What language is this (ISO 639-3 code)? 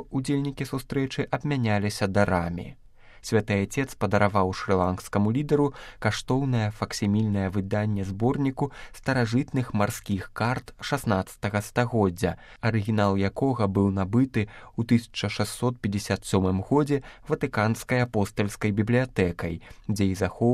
bel